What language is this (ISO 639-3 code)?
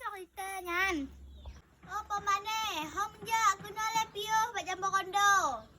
ace